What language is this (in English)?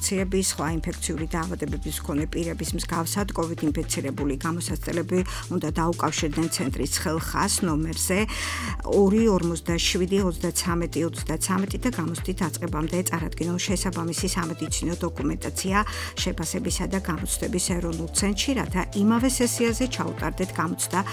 Georgian